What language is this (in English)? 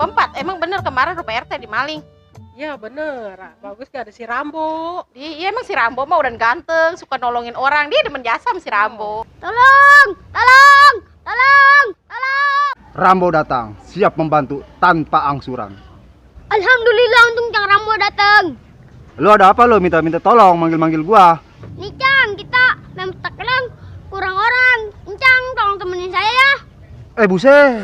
Betawi